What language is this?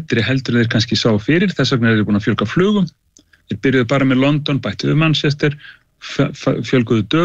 Icelandic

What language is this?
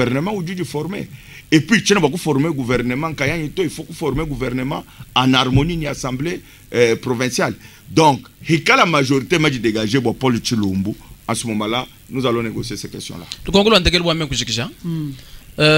Luba-Lulua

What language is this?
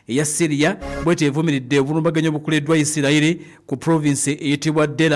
Ganda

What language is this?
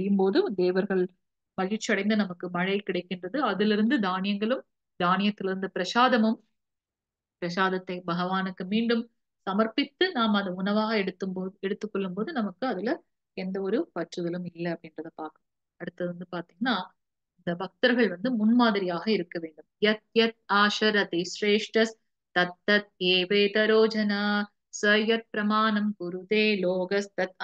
Tamil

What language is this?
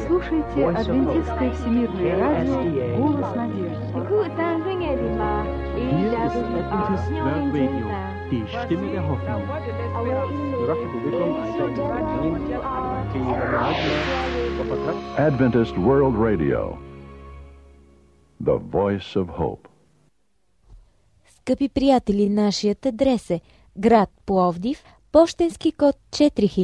Bulgarian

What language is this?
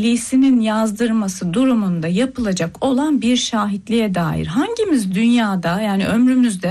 Turkish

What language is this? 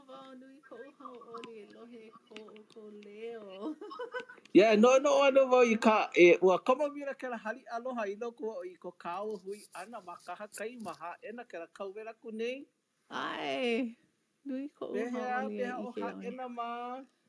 Hawaiian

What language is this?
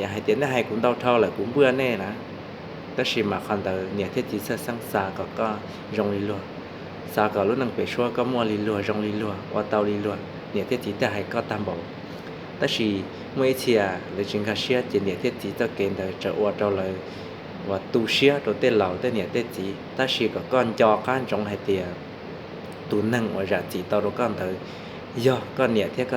Hmong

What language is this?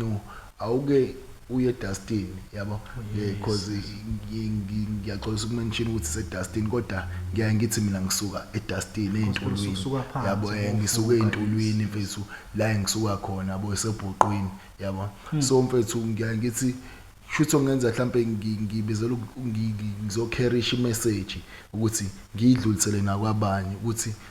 Zulu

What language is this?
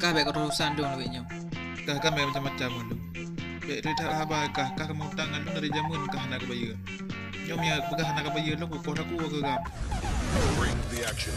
Achinese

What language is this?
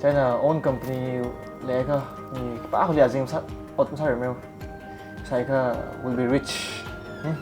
Tangkhul Naga (India)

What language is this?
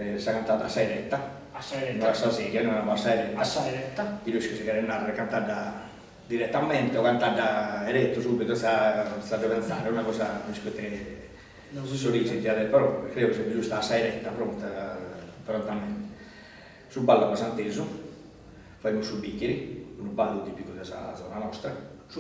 Sardinian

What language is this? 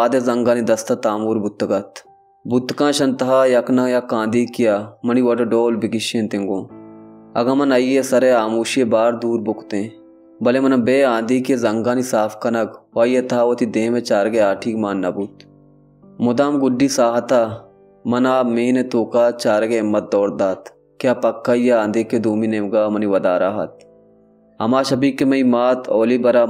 Baluchi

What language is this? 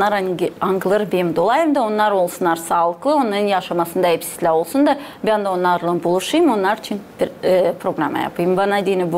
Gagauz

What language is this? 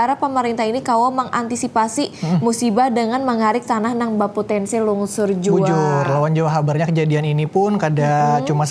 Banjar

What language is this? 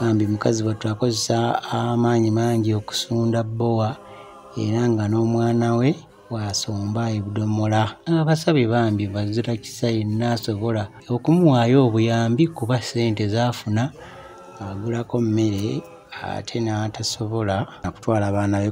Ganda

